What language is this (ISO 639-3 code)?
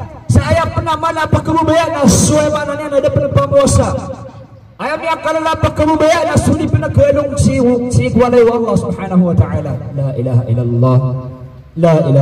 mrw